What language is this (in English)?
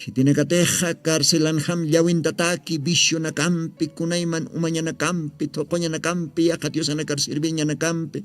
Aymara